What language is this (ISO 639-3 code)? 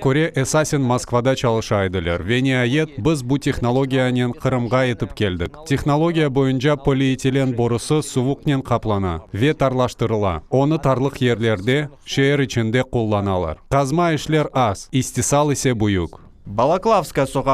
crh